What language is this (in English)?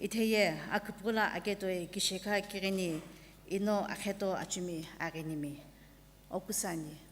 Sumi Naga